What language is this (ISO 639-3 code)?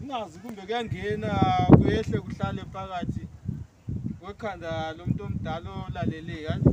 nde